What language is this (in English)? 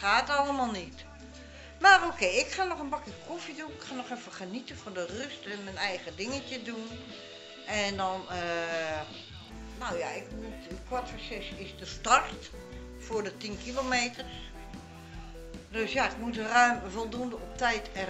Dutch